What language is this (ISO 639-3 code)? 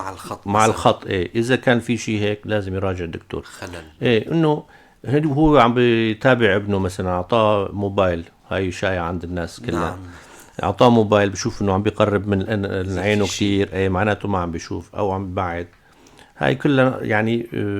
apc